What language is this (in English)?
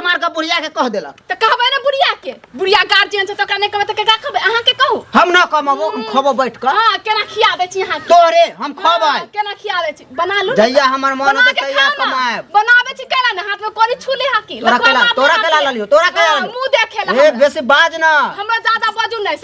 Maithili